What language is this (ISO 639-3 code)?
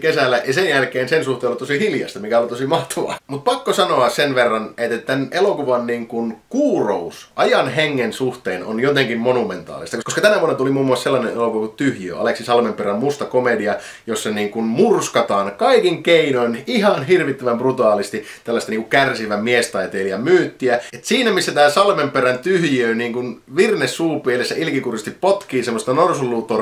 fin